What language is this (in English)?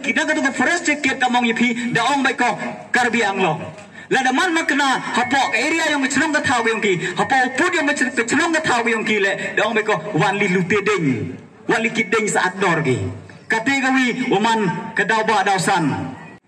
Pnar